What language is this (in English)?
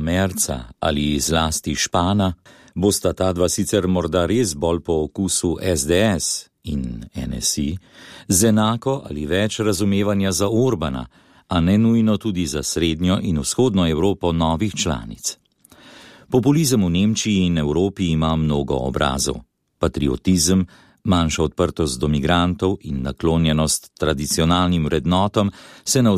Slovenian